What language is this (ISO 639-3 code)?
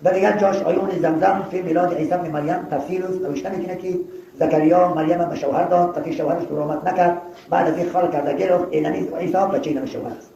tgk